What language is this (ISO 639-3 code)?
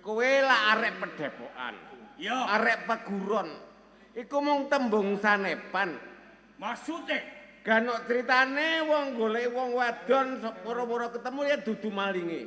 jav